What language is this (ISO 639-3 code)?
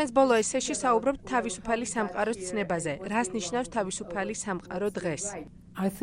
kat